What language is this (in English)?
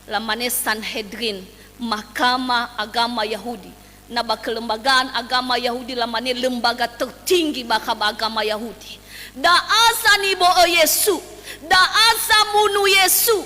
Nias